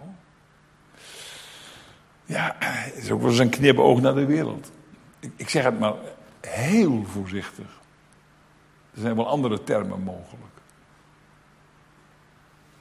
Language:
Dutch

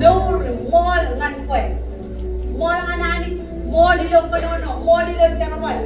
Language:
Marshallese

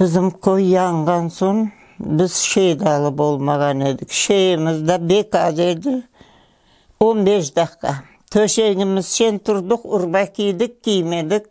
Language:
Crimean Tatar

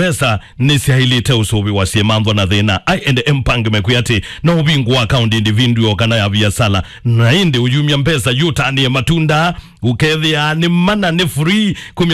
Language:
Kamba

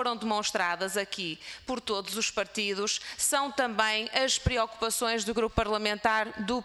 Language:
Portuguese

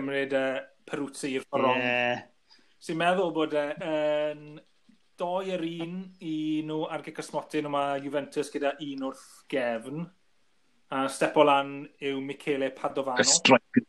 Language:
Welsh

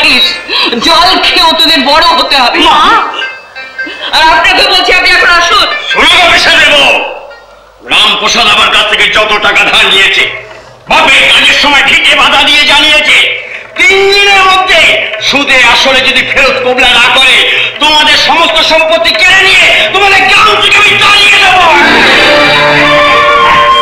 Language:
Bangla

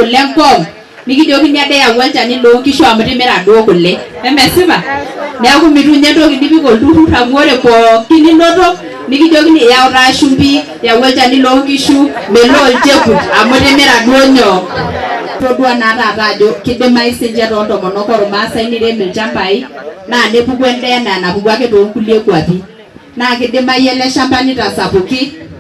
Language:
Masai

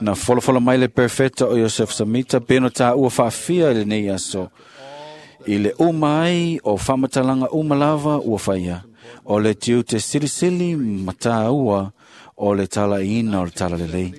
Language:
Samoan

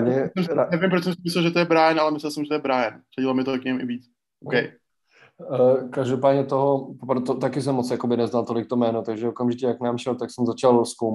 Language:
Czech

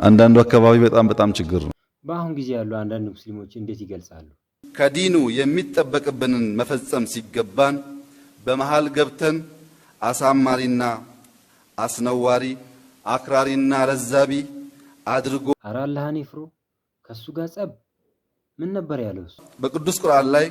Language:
Amharic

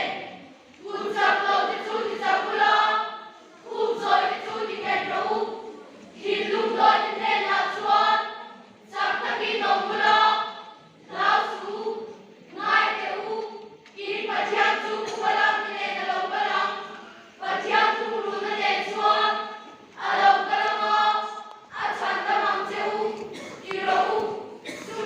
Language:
Mizo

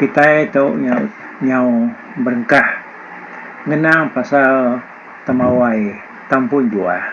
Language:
Iban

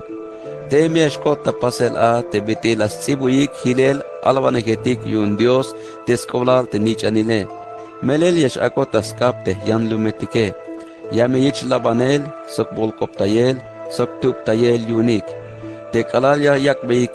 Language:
Tzeltal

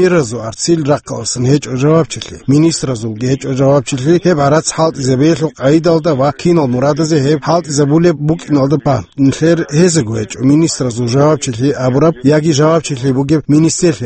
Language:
Avaric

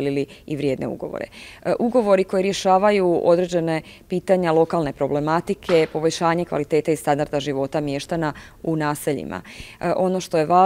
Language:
Croatian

